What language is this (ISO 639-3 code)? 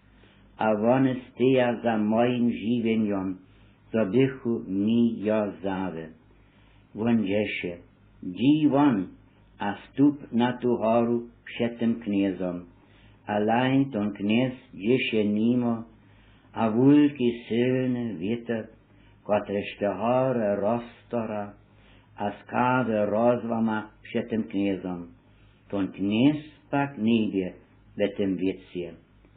hsb